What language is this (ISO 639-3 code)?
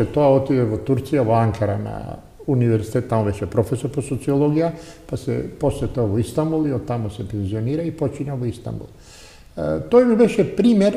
mkd